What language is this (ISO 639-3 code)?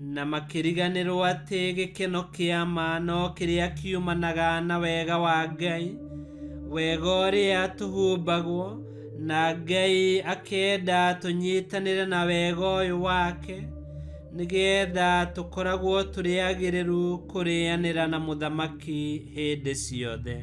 kik